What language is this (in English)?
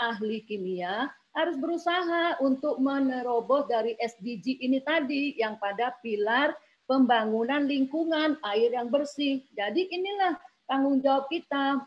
Indonesian